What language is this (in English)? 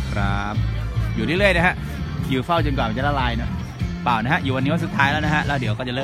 Thai